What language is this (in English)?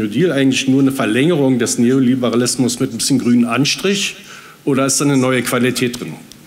German